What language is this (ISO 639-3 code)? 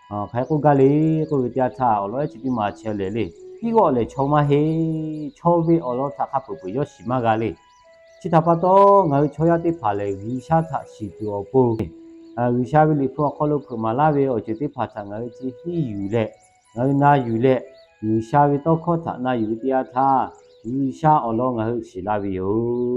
lhu